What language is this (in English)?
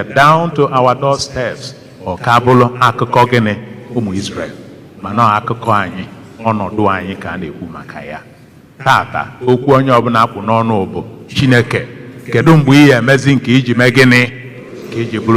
Igbo